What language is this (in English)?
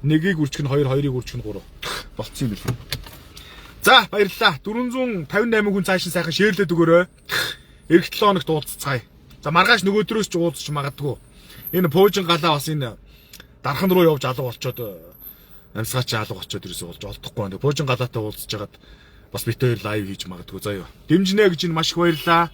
Mongolian